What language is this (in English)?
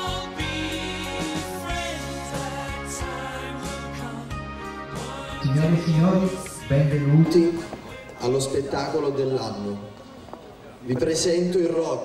Italian